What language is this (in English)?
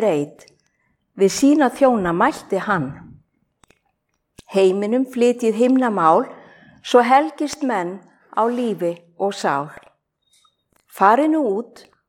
Icelandic